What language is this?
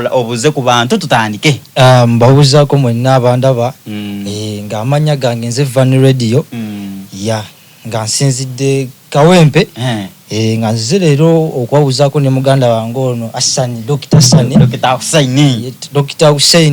Soga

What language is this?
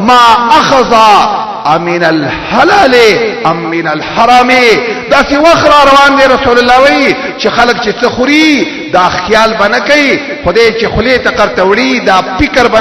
Pashto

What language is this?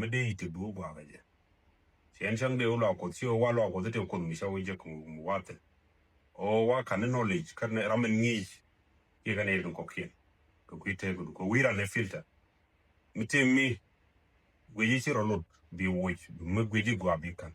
Nuer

